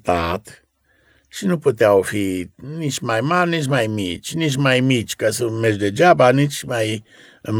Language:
Romanian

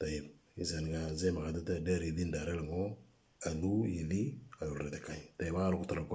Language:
Moro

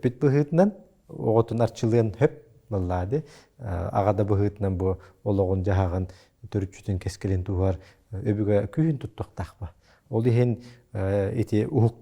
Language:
Yakut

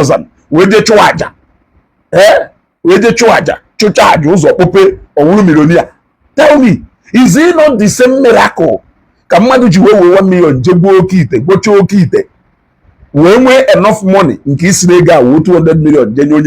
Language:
Igbo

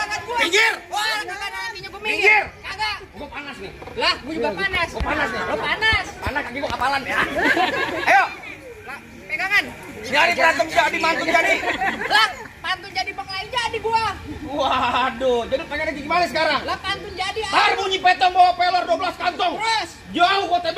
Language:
Betawi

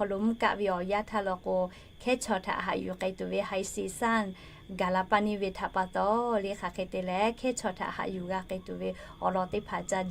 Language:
Lahu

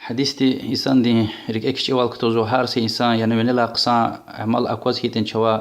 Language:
Lezghian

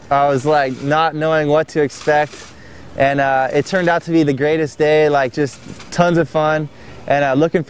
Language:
English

